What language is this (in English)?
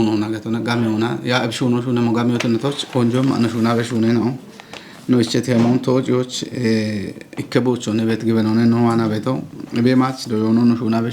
Kafa